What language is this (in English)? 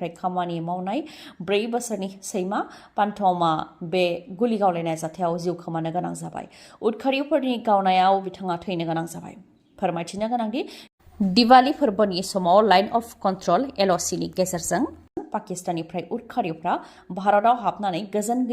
Bodo